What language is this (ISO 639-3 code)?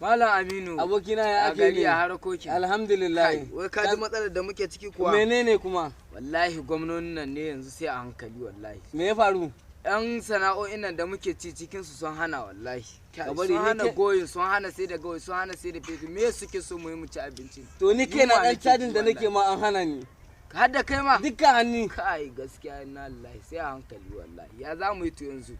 hau